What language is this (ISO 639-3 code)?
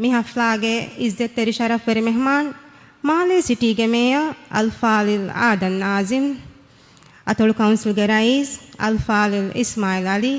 div